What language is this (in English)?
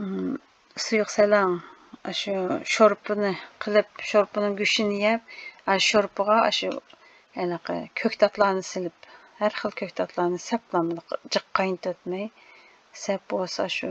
Uyghur